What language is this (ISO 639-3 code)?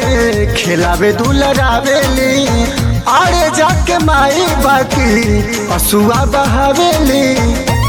bho